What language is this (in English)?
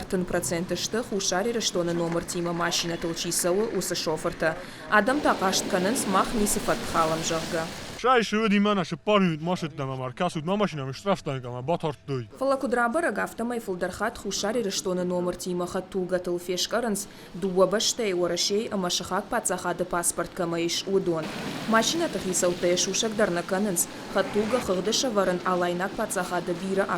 Ossetic